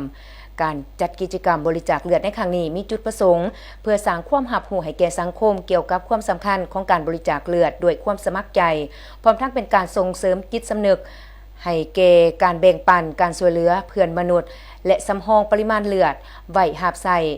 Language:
Lao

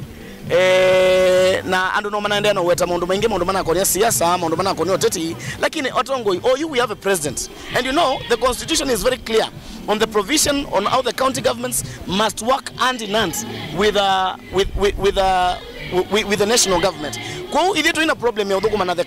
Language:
Kamba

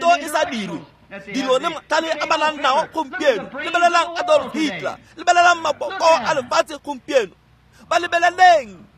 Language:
Tswana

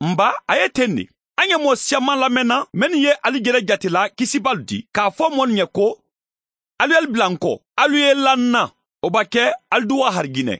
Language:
Mandingo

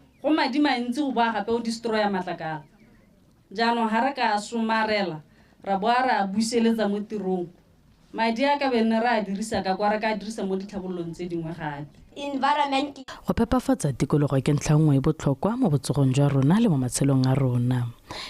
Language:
Tswana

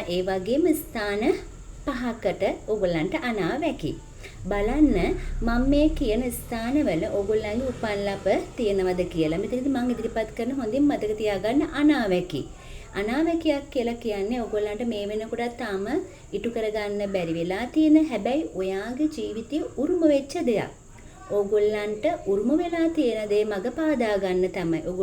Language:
Sinhala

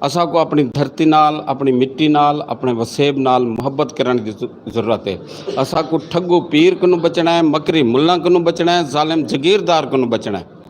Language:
Saraiki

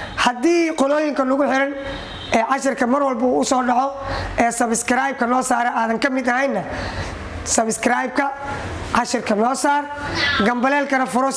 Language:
Somali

